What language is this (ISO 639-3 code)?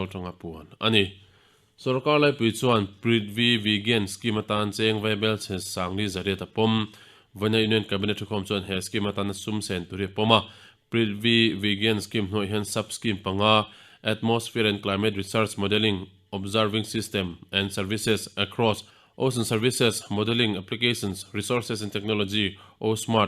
lus